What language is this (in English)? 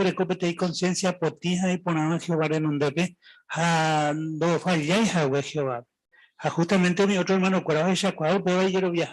Guarani